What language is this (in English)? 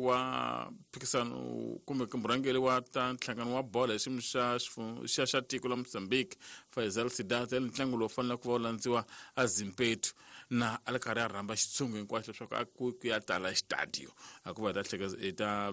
Tsonga